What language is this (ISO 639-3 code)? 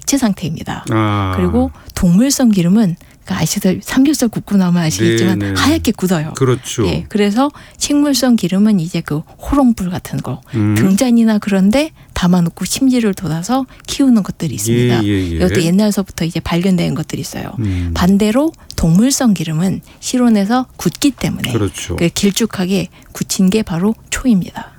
kor